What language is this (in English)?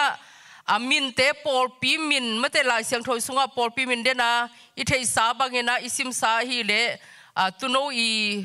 Tedim Chin